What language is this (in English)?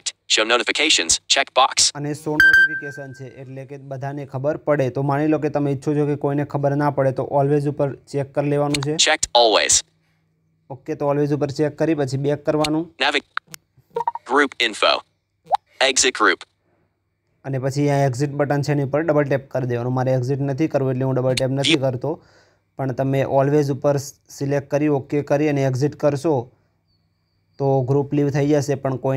Gujarati